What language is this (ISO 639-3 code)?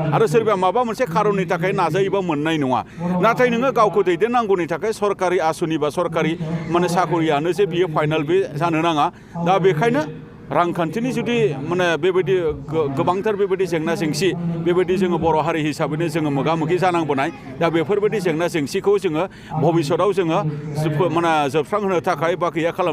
brx